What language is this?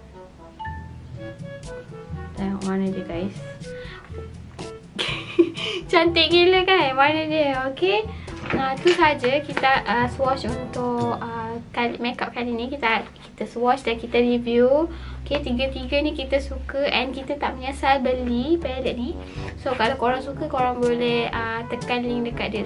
Malay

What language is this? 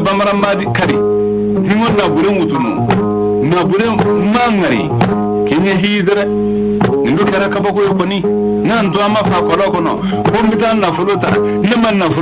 Bambara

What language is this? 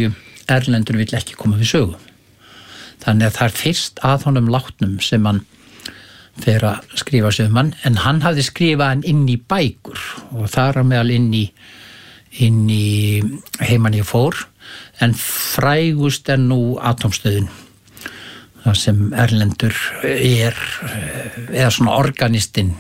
Icelandic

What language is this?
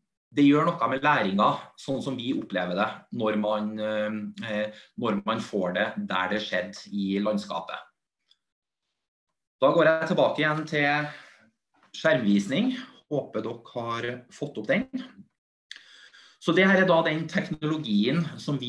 Norwegian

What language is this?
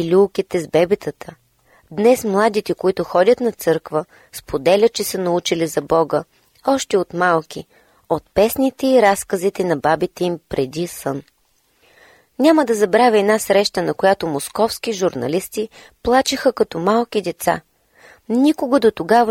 Bulgarian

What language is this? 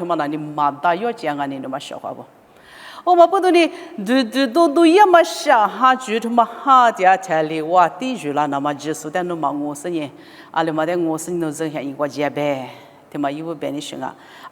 Lisu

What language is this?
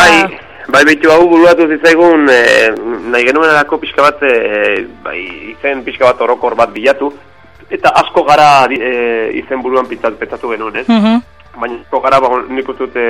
Basque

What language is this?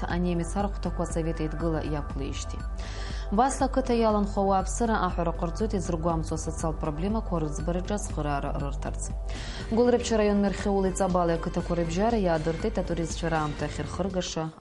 Abkhazian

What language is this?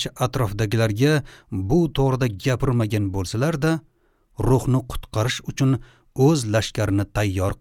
Uzbek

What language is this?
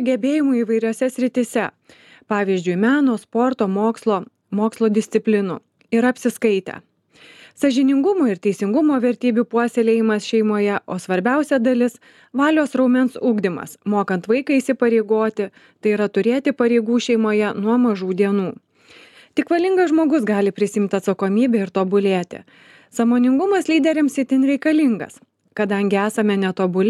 Lithuanian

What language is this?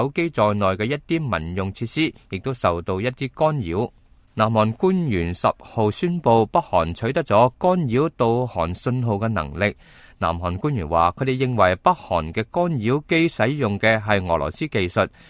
Cantonese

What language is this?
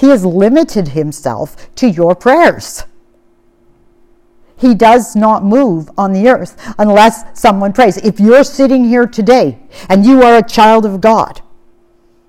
English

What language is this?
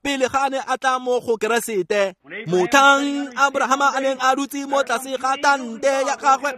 Tswana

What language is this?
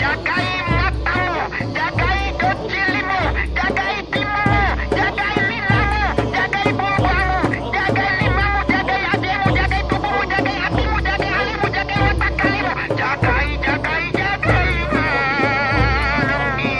Buginese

